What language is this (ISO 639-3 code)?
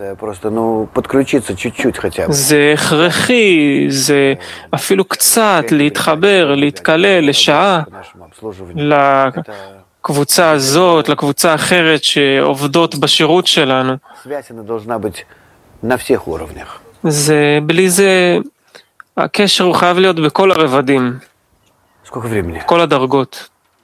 heb